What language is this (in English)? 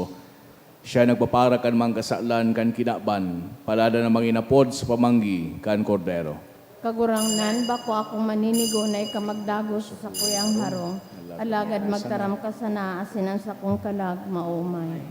Bikol